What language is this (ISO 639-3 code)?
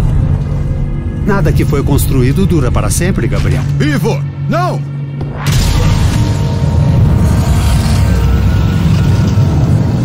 por